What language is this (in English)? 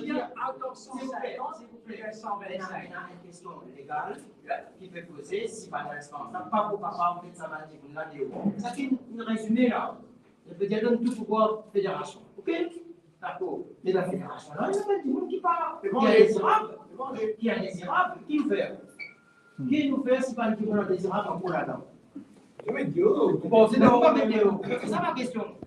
Morisyen